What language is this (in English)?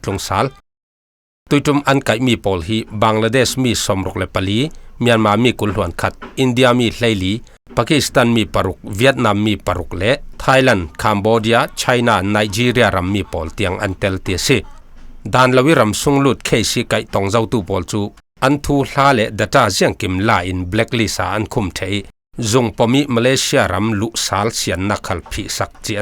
Falam Chin